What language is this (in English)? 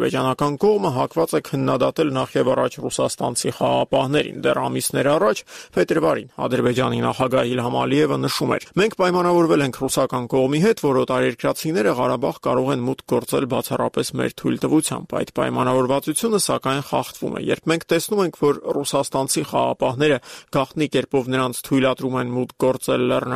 Armenian